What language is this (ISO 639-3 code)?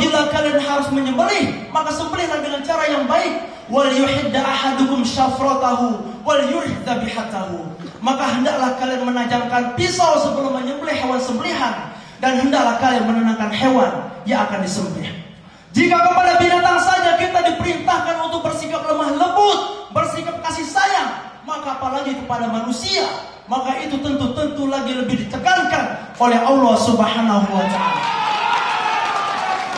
ind